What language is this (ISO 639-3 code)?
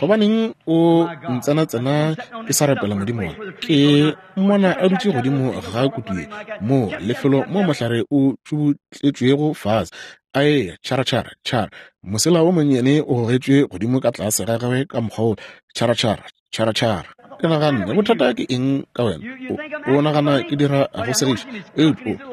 nso